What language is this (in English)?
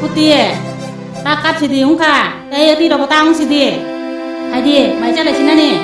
Kok Borok